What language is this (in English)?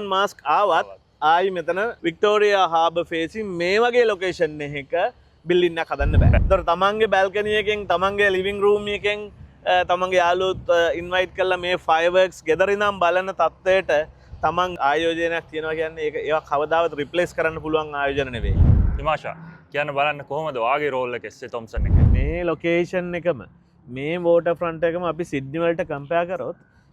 Sinhala